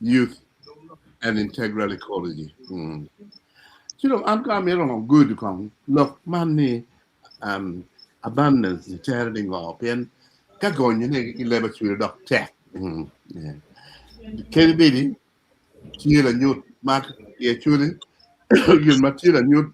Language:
Acoli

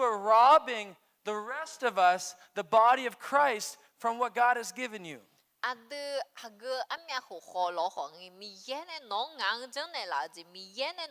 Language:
Akha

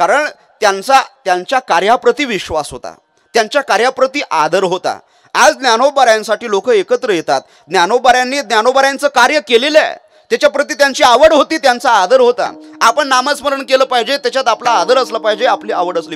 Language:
Marathi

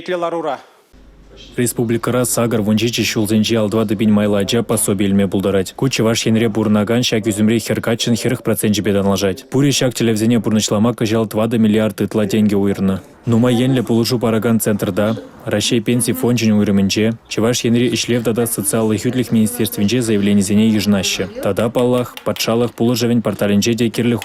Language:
Chuvash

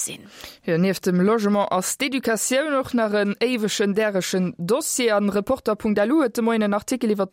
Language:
Luxembourgish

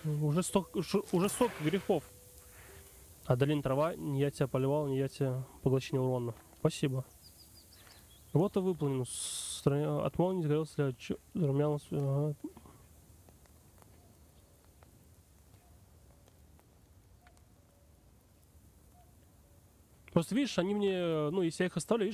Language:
Russian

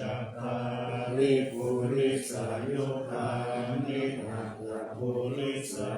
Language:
Pali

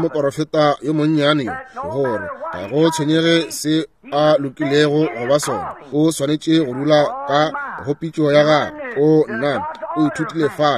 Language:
Northern Sotho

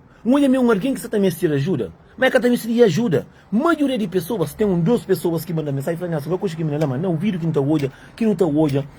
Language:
Kabuverdianu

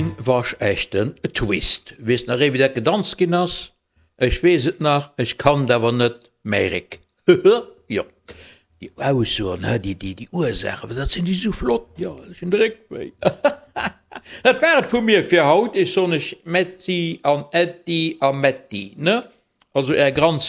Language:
Luxembourgish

